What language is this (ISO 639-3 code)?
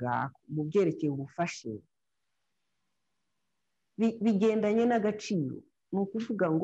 kin